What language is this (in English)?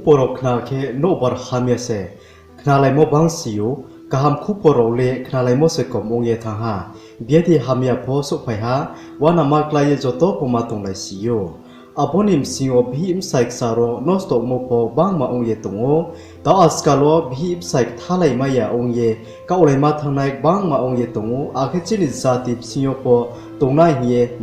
Riang (India)